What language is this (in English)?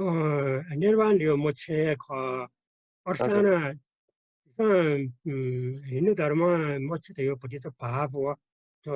Newari